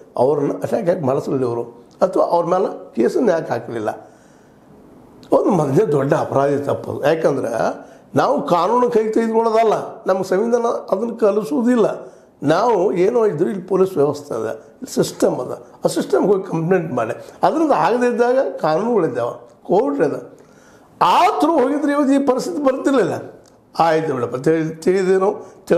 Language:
Kannada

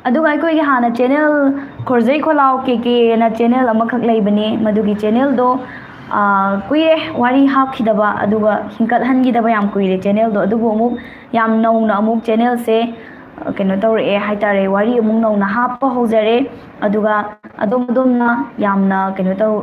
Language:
Manipuri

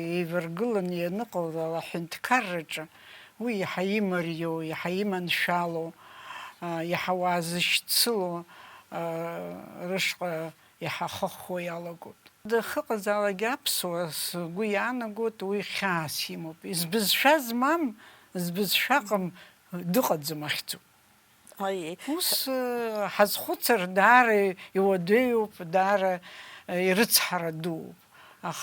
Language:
Abkhazian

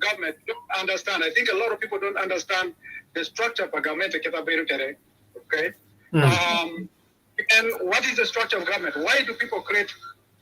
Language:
Acoli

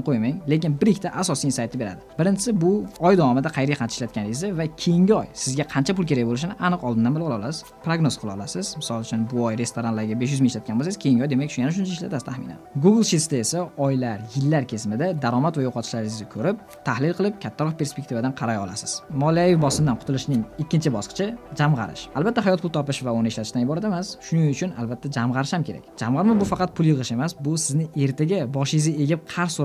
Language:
Uzbek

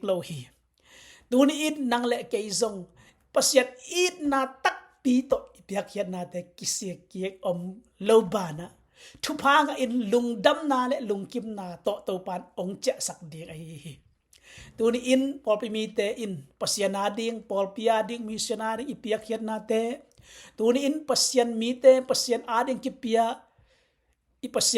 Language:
Tedim Chin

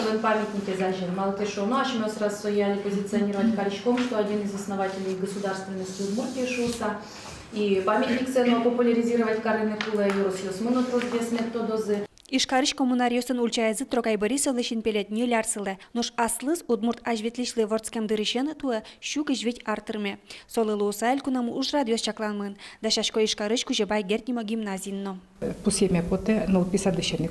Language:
Udmurt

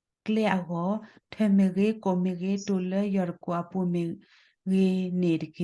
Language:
S'gaw Karen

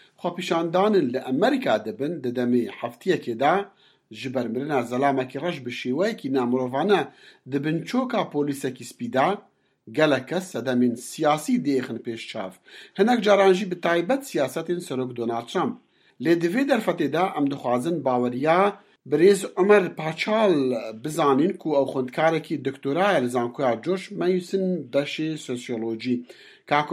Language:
Kurdish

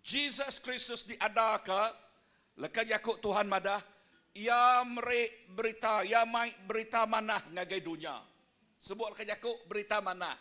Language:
Iban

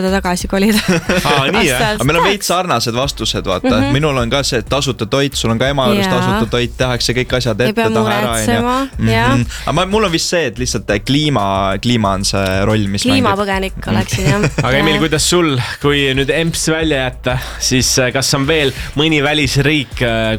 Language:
Estonian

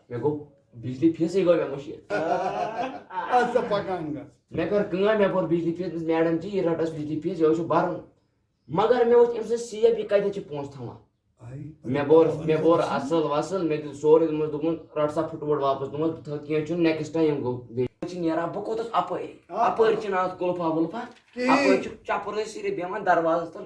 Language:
Kashmiri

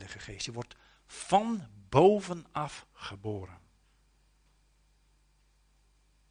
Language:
Dutch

